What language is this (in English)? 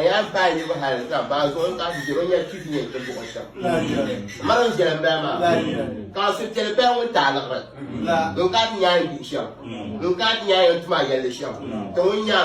Dagbani